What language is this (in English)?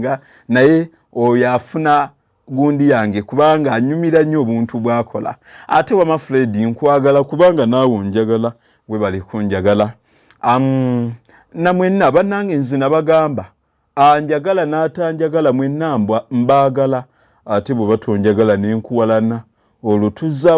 Ganda